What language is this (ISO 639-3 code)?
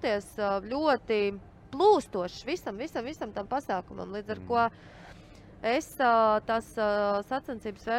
lav